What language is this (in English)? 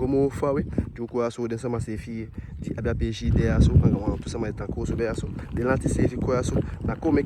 Eastern Maroon Creole